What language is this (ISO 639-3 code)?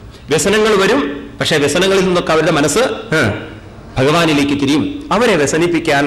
mal